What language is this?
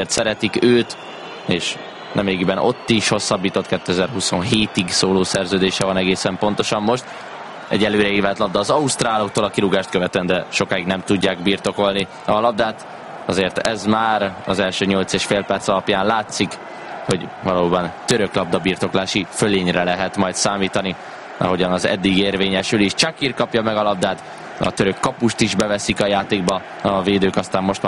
Hungarian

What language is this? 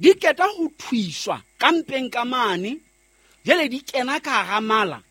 Southern Sotho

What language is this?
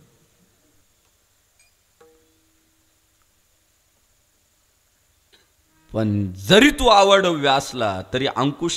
Marathi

